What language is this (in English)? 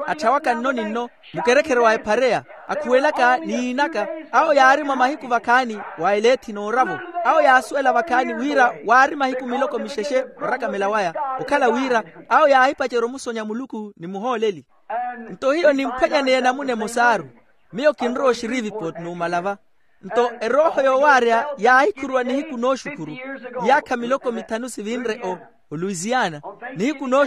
Makhuwa